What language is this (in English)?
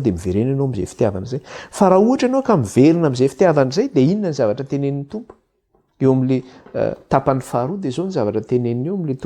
Malagasy